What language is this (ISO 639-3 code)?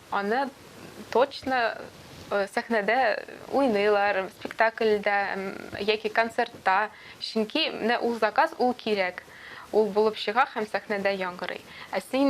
tat